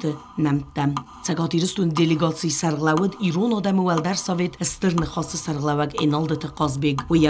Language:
Ossetic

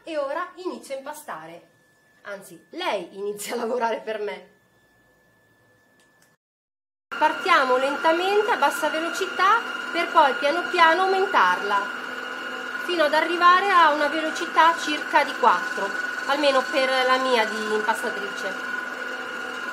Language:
Italian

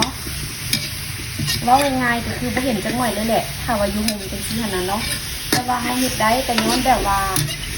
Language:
Lao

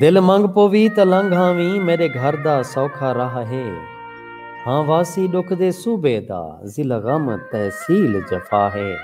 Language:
Saraiki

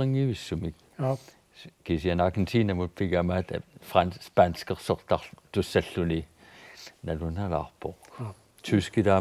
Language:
Kalaallisut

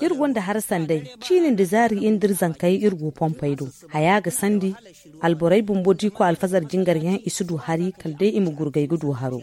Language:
Zarma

